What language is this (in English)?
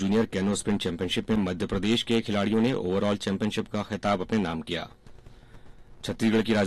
Hindi